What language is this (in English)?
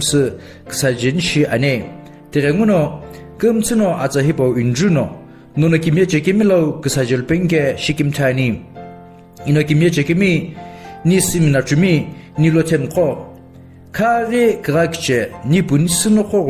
Sumi Naga